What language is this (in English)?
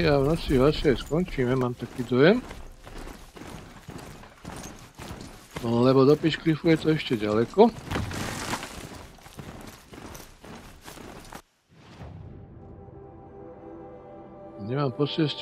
Slovak